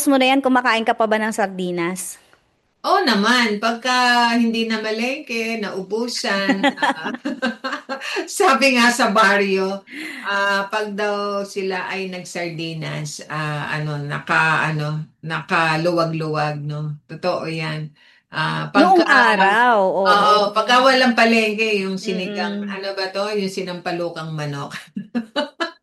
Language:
Filipino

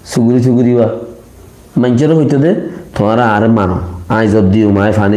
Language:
Rohingya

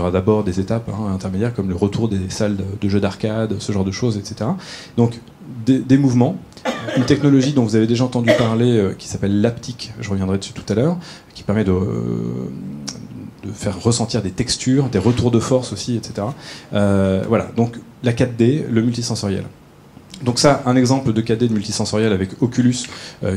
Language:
French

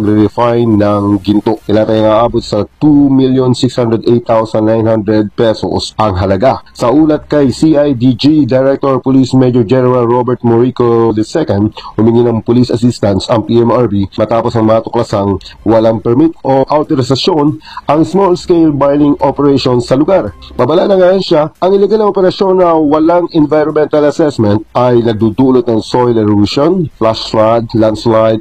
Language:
Filipino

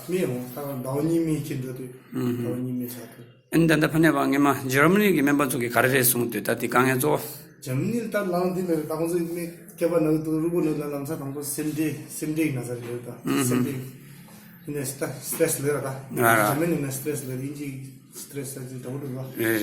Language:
Tibetan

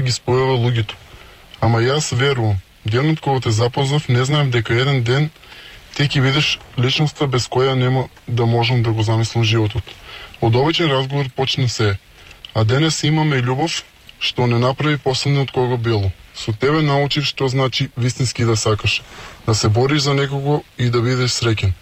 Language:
Macedonian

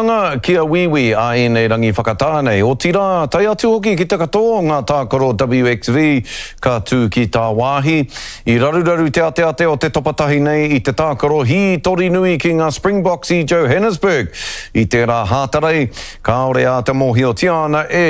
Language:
Māori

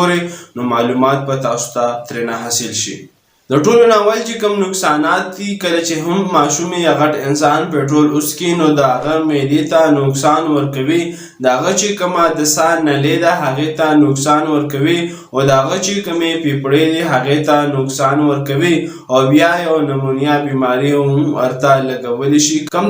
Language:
Pashto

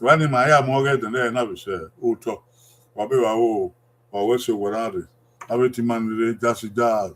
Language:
Bini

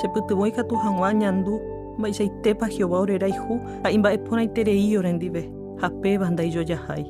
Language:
Guarani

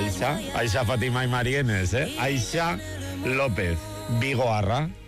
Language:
Basque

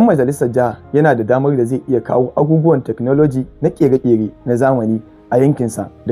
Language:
Hausa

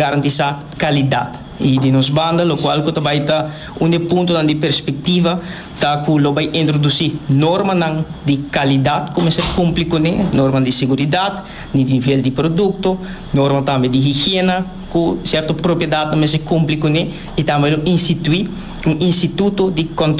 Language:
Papiamento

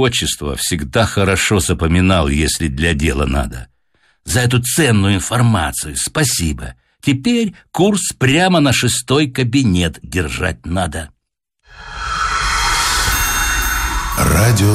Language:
Russian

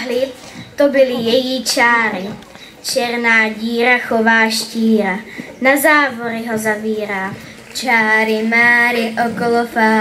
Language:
Czech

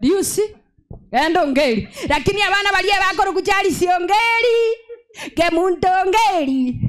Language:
Gusii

